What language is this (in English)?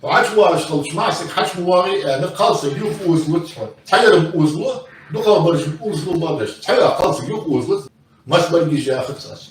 Ingush